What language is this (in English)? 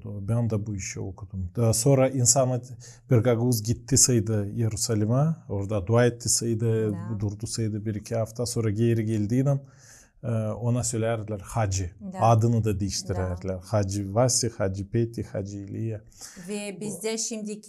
Gagauz